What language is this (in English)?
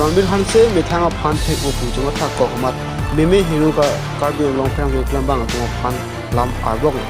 Karbi